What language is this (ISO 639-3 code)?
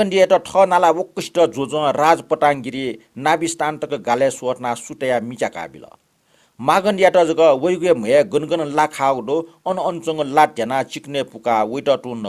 new